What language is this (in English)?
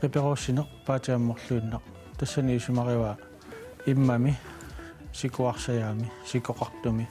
Kalaallisut